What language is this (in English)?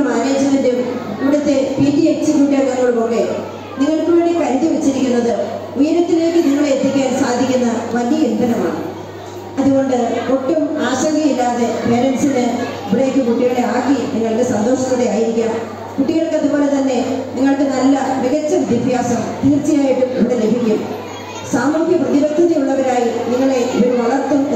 Malayalam